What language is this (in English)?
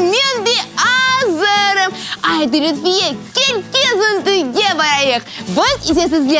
Crimean Tatar